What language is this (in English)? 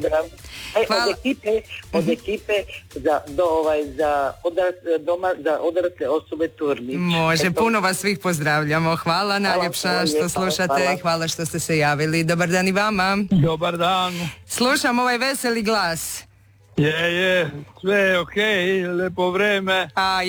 Croatian